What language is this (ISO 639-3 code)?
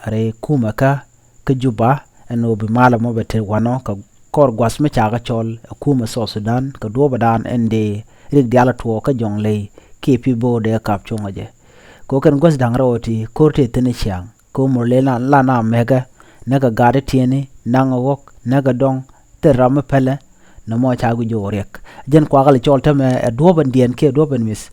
nus